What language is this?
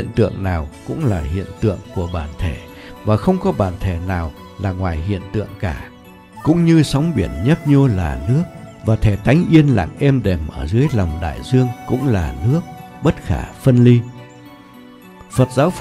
Vietnamese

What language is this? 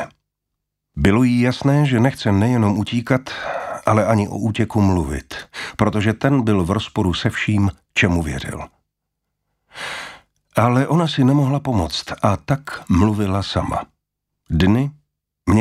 Czech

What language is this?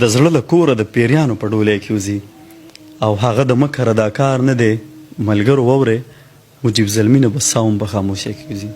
Pashto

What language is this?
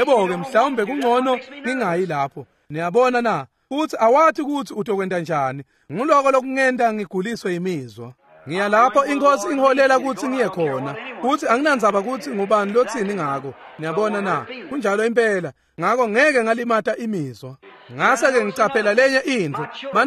Swati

